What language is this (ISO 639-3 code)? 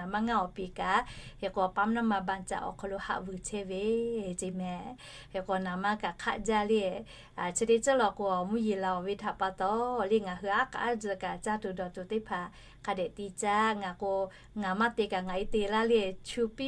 lhu